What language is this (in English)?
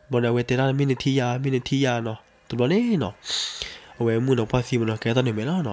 S'gaw Karen